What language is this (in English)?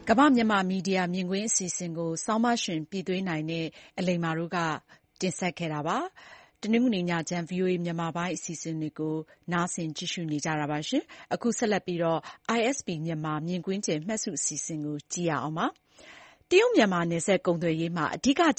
Burmese